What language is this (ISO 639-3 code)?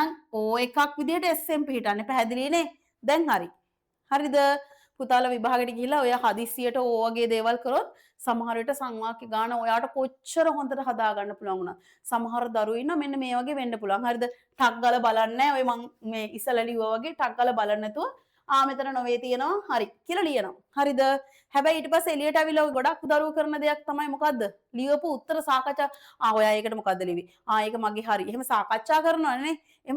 sin